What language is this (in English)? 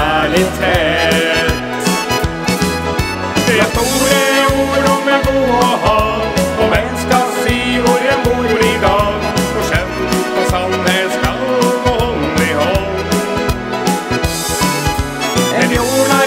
Norwegian